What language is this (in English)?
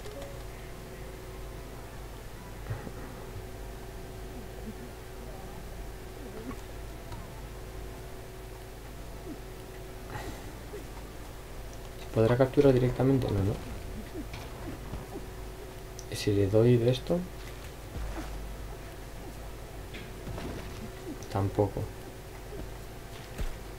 Spanish